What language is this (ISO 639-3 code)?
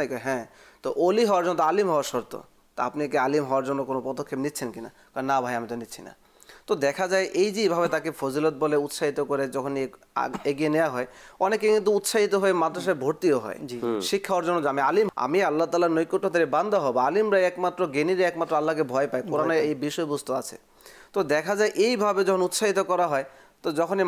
ben